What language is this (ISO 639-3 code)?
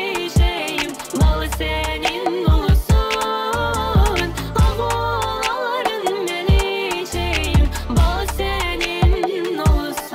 crh